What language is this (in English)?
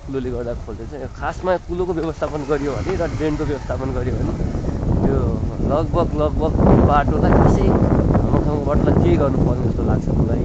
Nepali